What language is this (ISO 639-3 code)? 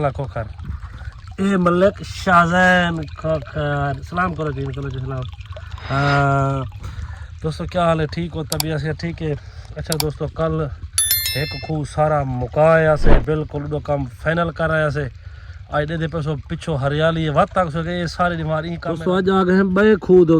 skr